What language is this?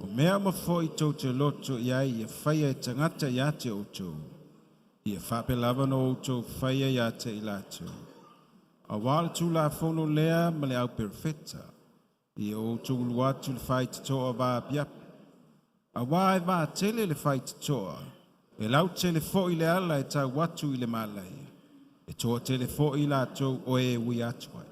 Samoan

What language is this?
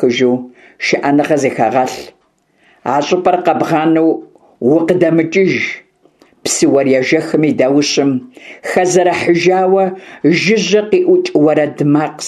Kabardian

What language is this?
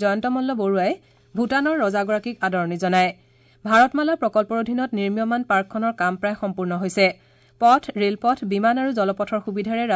Assamese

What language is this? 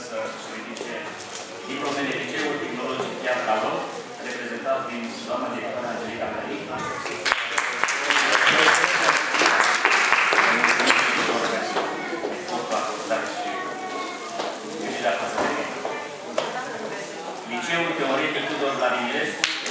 Romanian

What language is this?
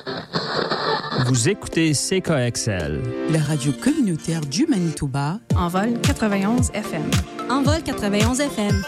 French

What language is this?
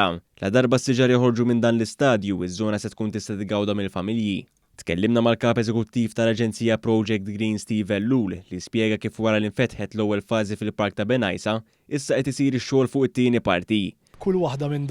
Maltese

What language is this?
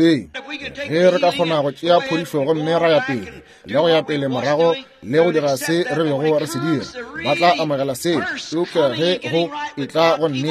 Northern Sotho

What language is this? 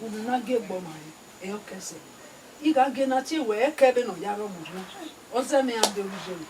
Bini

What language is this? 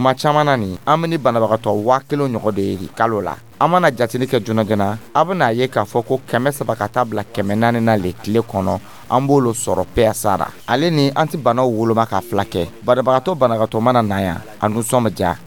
Dyula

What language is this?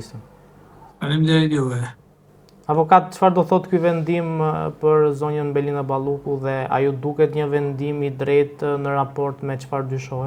Albanian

